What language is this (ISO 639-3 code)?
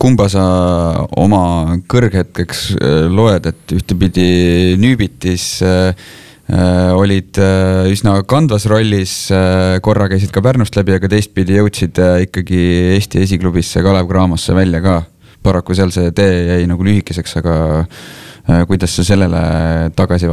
est